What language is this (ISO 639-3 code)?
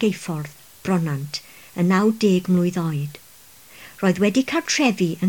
cym